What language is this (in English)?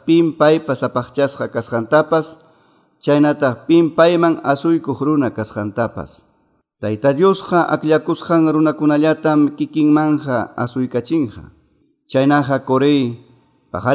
Quechua